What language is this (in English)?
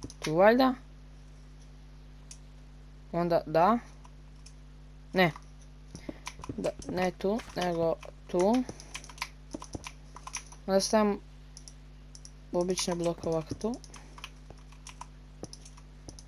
Croatian